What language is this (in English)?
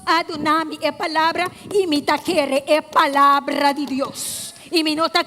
Papiamento